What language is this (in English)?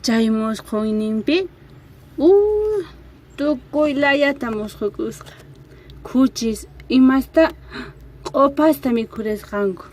Quechua